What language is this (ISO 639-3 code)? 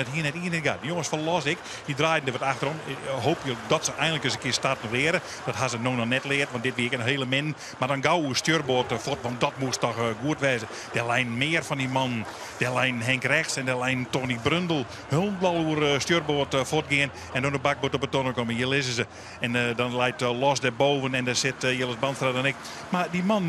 fry